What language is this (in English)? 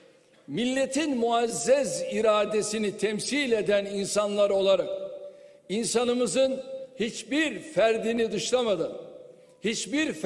Turkish